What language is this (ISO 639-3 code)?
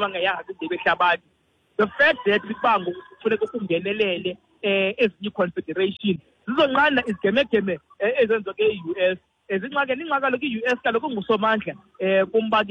xho